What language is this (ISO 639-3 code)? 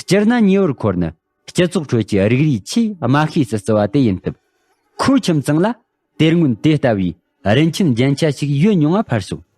bod